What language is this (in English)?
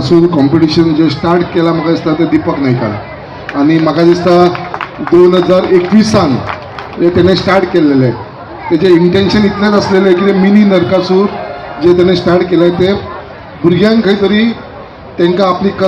Konkani